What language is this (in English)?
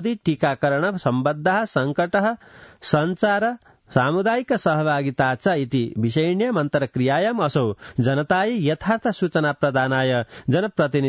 Sanskrit